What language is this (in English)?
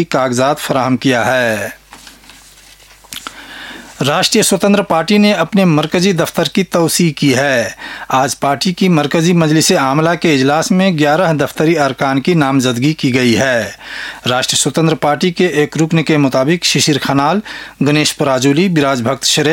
Urdu